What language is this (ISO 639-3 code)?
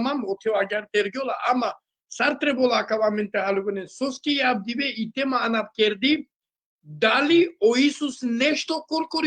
rmn